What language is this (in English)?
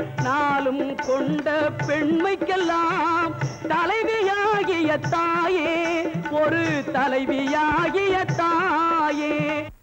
Tamil